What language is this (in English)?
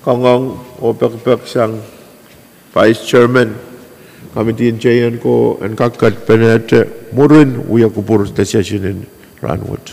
Pohnpeian